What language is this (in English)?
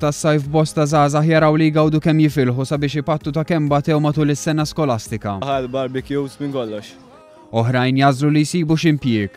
Maltese